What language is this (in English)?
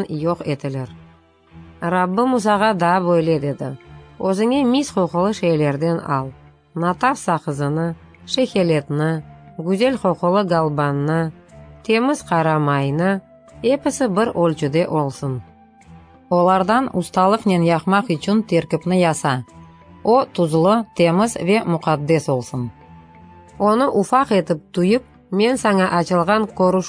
Crimean Tatar